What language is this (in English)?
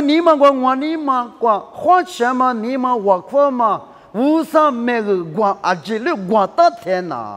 Lisu